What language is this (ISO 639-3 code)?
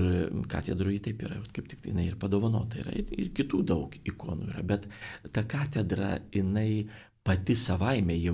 lit